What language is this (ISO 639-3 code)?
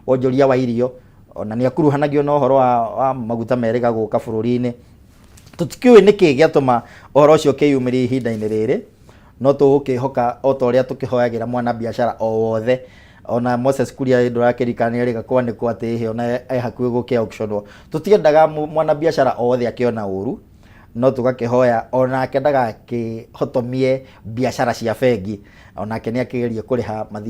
kik